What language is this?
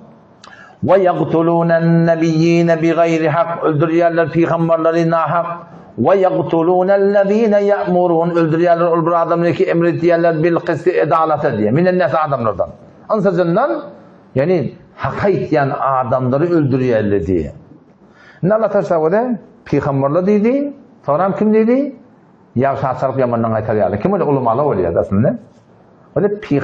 Turkmen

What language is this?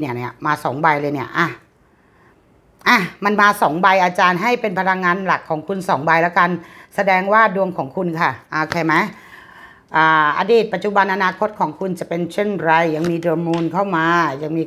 Thai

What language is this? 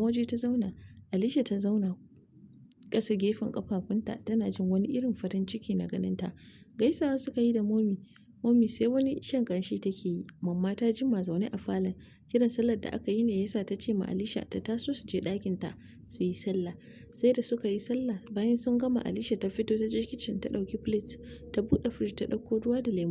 Hausa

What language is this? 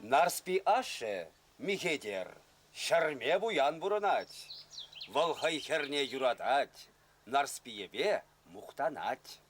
Chuvash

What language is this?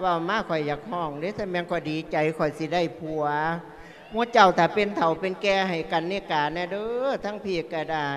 Lao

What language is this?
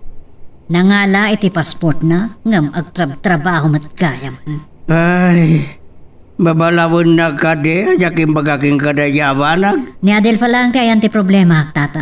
Iloko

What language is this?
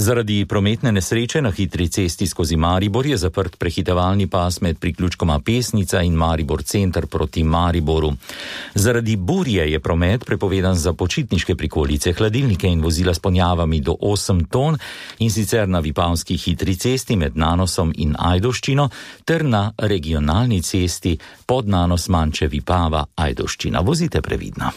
Slovenian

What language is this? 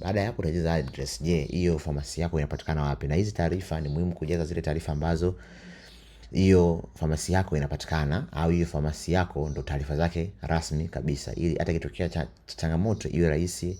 Swahili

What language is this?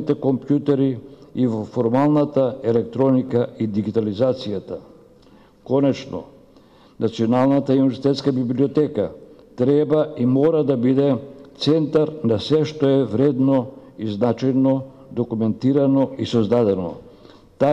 Macedonian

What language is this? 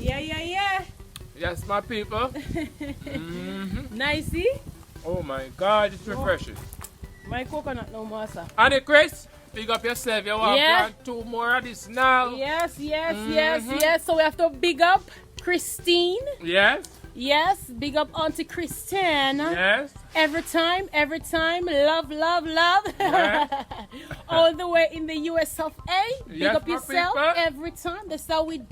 Jamaican Creole English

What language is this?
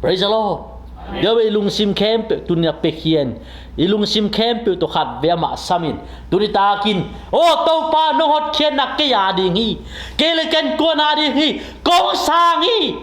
Tedim Chin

